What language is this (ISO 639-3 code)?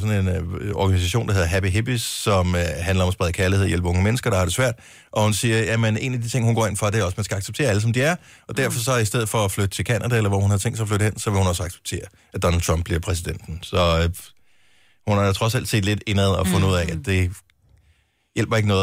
dan